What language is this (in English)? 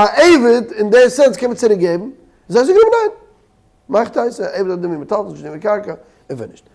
Yiddish